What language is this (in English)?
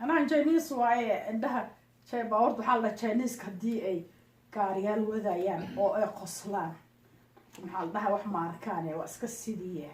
Somali